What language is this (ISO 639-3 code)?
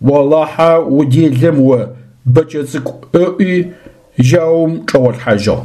ady